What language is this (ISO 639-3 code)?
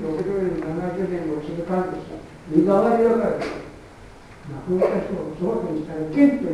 jpn